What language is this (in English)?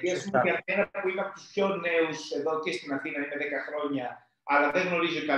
Greek